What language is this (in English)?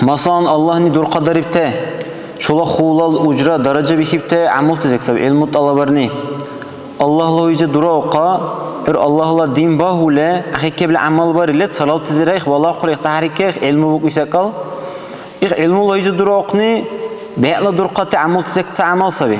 Dargwa